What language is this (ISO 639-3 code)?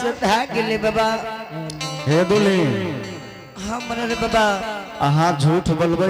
anp